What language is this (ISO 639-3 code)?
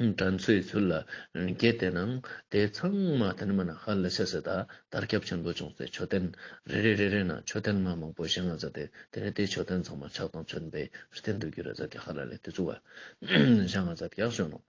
lbj